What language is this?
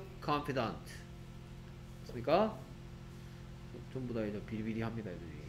Korean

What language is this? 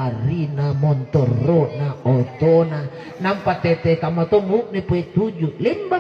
Makasar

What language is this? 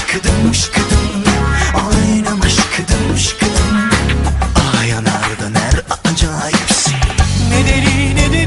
Turkish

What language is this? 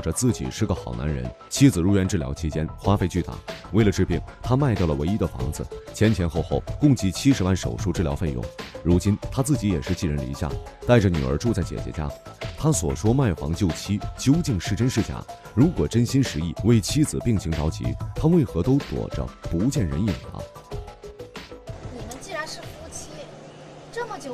Chinese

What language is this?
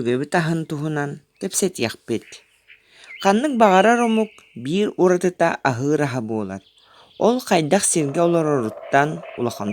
Yakut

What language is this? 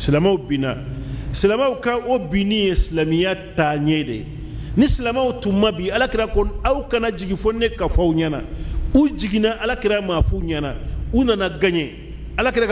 Bambara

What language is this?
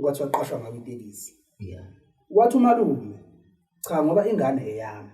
Zulu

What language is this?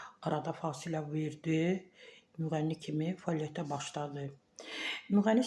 Azerbaijani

